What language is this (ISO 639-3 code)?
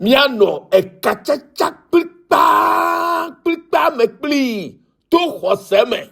ewe